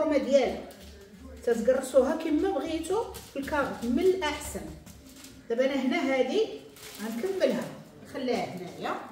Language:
Moroccan Arabic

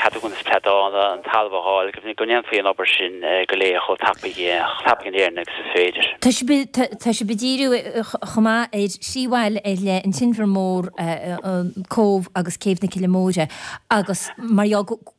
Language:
Irish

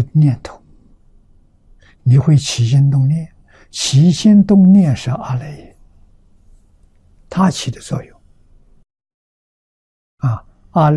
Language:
Chinese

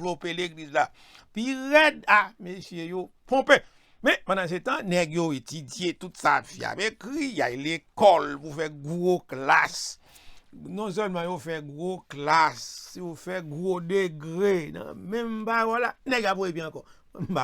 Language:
Haitian Creole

